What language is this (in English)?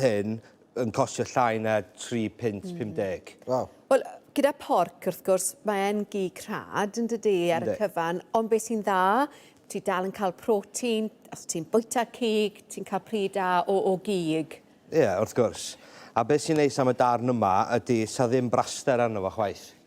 Welsh